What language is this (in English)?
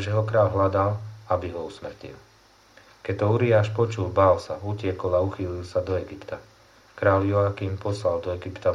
Slovak